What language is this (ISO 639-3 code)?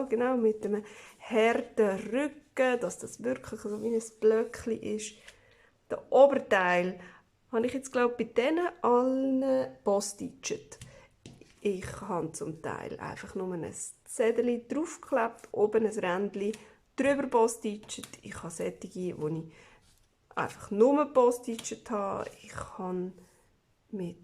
gsw